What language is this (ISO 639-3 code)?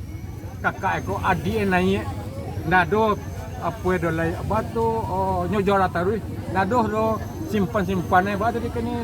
min